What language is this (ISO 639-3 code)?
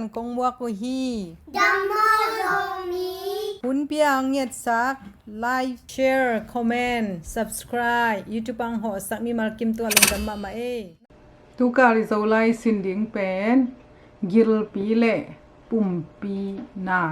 ctd